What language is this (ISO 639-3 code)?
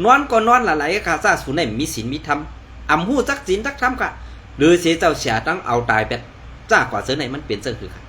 shn